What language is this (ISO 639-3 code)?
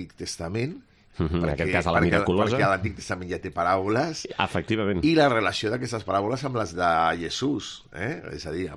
cat